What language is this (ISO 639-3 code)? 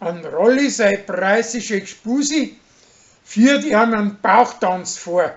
bar